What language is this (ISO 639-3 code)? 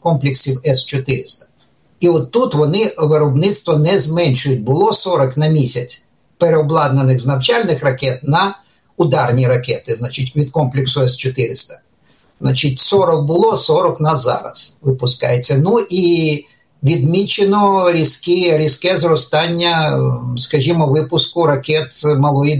ukr